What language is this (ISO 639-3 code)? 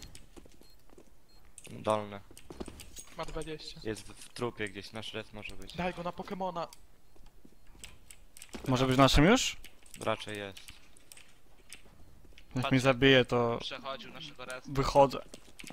pol